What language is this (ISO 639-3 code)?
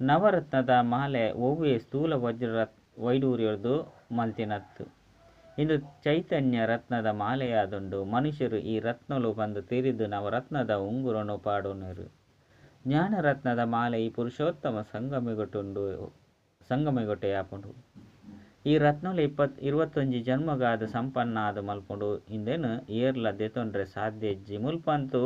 tcy